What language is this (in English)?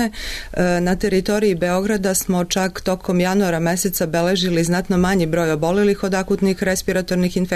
Serbian